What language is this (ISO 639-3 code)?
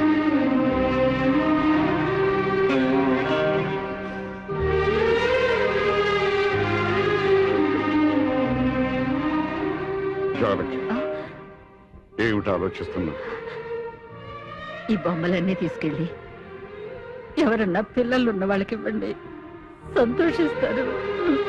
tel